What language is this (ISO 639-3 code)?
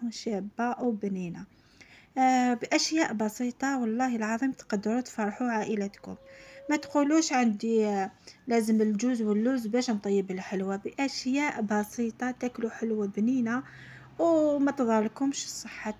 arq